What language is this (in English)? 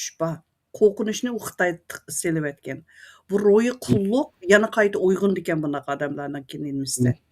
Uyghur